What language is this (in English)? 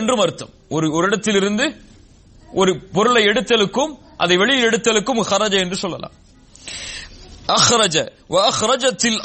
Tamil